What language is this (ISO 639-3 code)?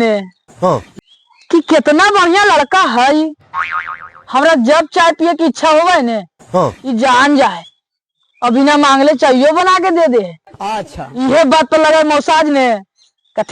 mag